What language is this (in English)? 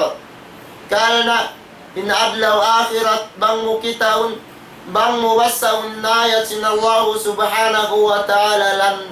Tausug